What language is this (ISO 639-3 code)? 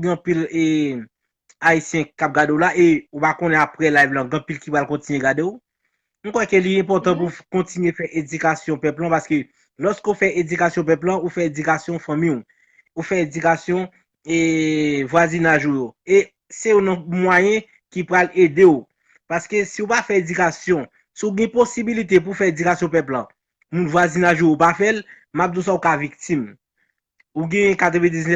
hat